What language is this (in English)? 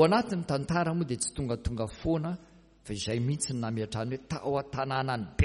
Malagasy